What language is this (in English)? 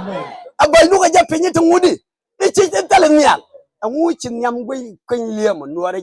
Nuer